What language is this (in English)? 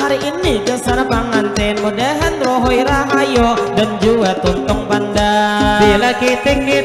Banjar